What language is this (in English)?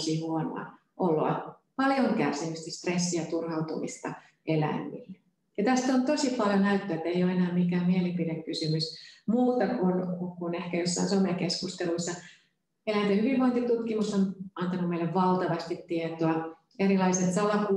Finnish